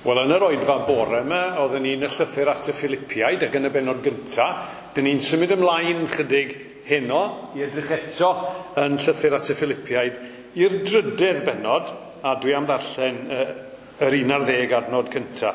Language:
Welsh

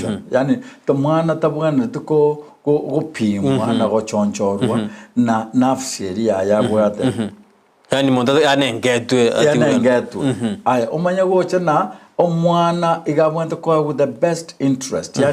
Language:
Gusii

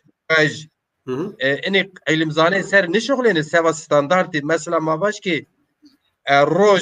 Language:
Zaza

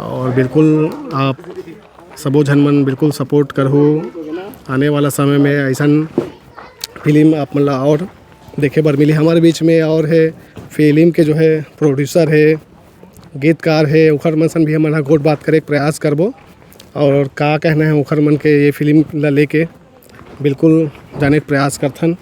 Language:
Chhattisgarhi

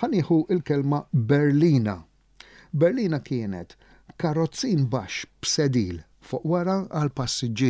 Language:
Maltese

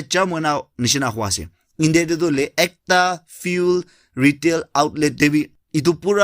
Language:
Naga Pidgin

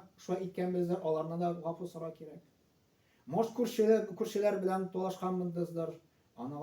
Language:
Tatar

